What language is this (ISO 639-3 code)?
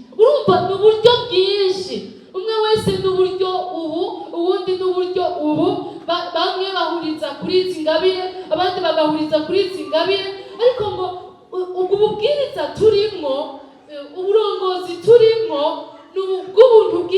run